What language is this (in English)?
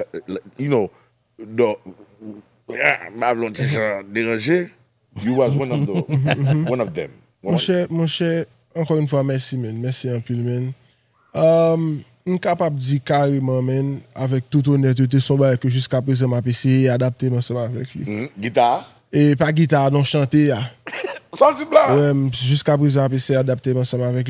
Haitian Creole